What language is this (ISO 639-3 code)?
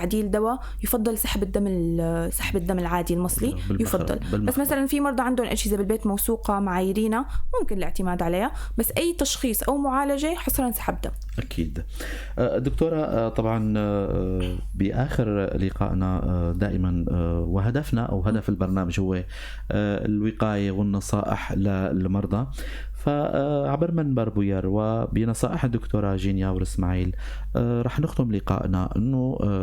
apc